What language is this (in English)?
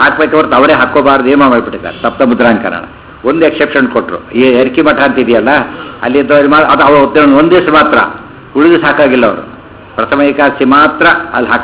Kannada